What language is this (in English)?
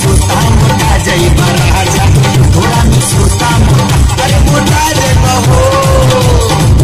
Bhojpuri